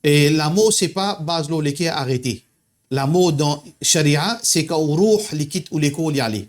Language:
Morisyen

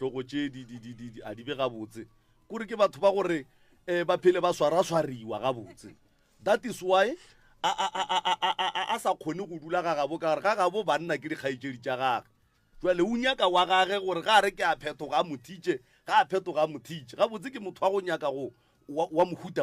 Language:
Northern Sotho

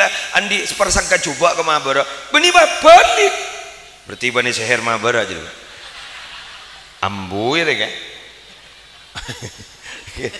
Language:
Madurese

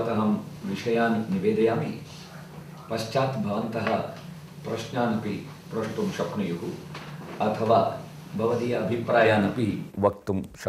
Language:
Sanskrit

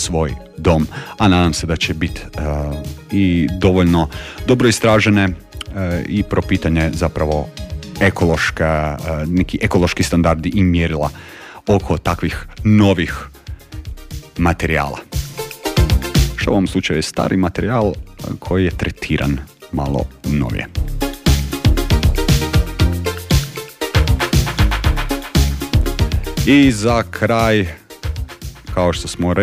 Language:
Croatian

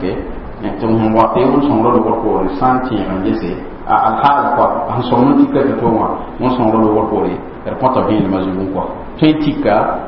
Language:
Mossi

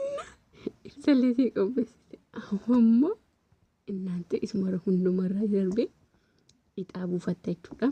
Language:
Oromo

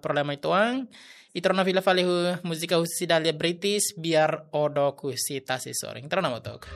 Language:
Tetum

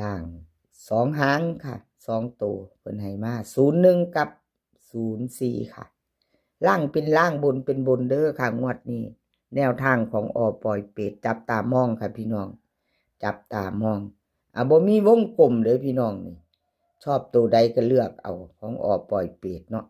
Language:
Northeastern Thai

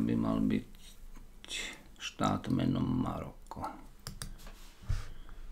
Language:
Slovak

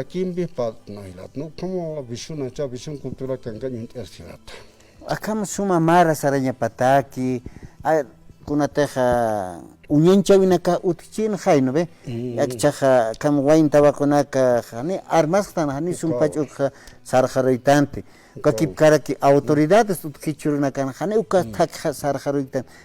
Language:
Aymara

